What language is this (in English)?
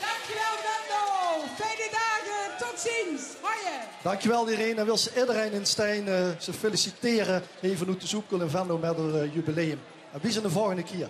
Limburgish